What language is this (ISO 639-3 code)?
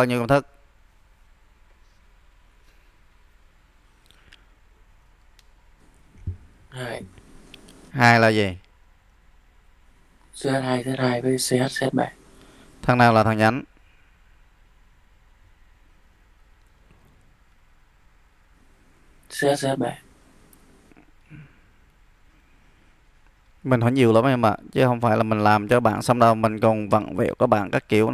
vie